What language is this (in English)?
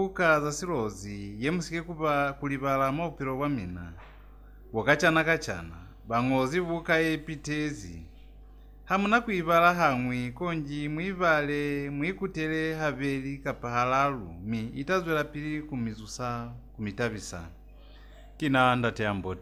Lozi